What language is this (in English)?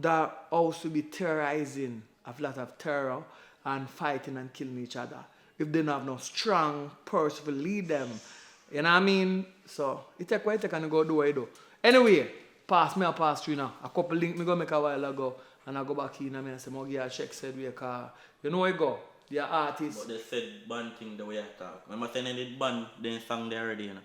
Jamaican Creole English